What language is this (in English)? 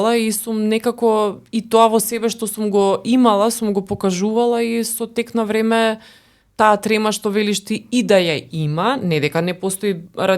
Macedonian